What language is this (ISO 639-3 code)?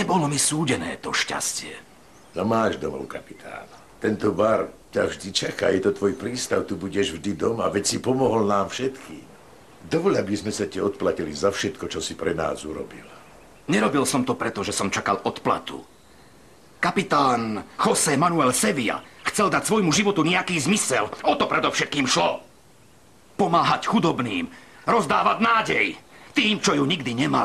slk